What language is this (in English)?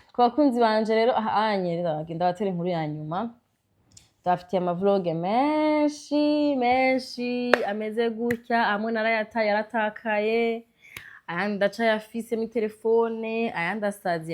Rundi